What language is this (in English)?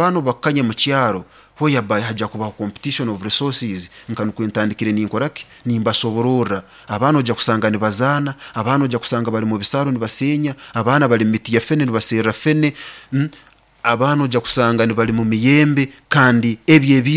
Nyoro